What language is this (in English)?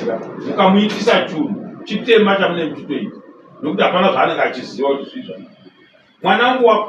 Shona